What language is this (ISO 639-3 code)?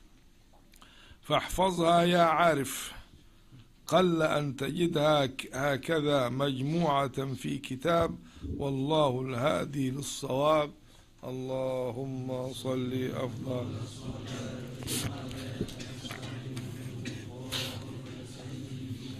ara